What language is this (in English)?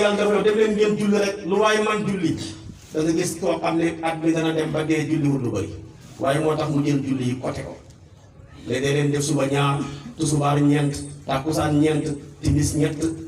Wolof